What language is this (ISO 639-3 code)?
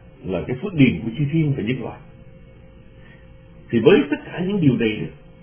vie